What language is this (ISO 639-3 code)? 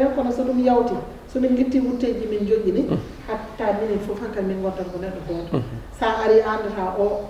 ful